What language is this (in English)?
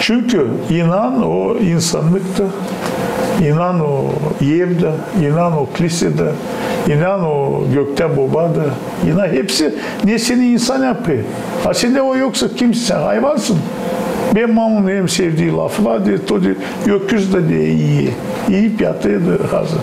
Gagauz